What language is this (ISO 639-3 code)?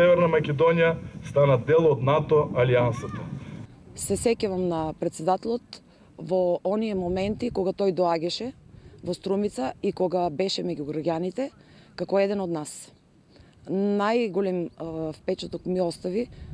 mkd